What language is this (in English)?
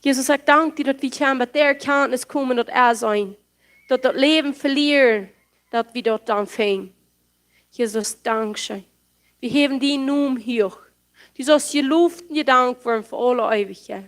Plautdietsch